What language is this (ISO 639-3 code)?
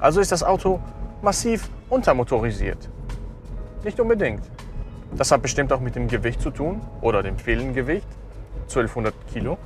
gsw